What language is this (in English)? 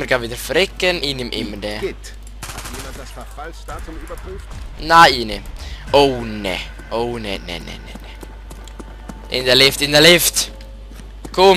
Swiss German